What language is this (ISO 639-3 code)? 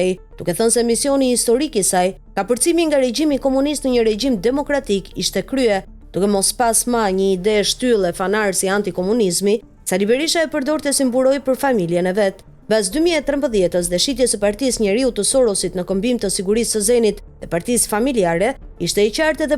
sqi